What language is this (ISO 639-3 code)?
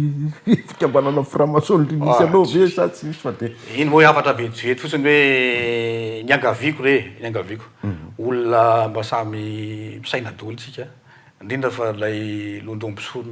mlg